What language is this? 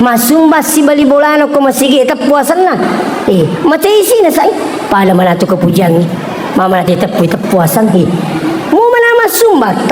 Buginese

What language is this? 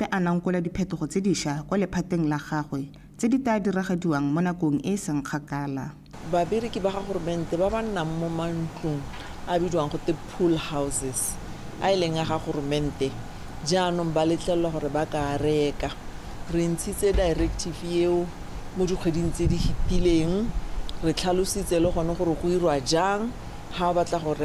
Tswana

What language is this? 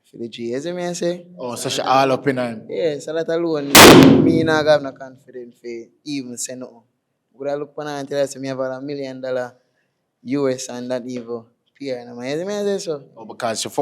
Jamaican Creole English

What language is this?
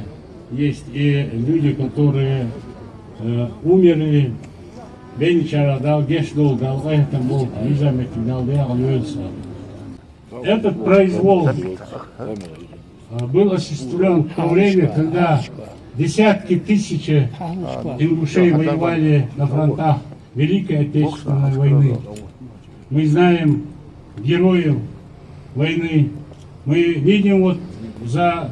Ingush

